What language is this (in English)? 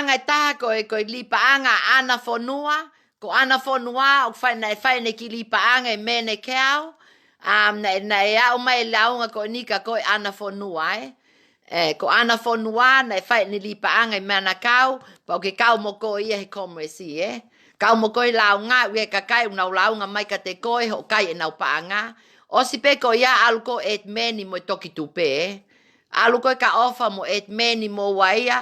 Tongan